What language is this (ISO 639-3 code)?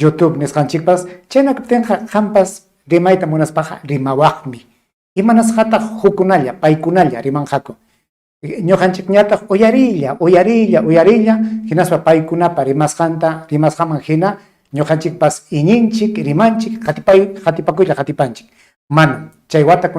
quy